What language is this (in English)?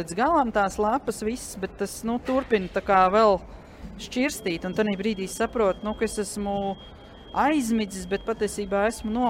Latvian